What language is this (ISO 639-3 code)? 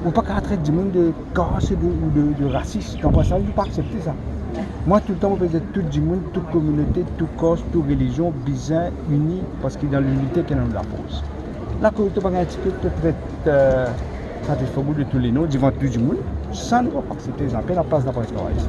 mfe